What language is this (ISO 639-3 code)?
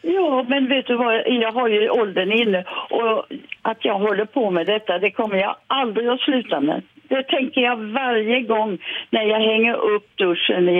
swe